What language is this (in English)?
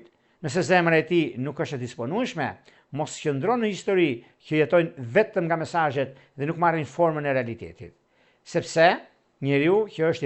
Albanian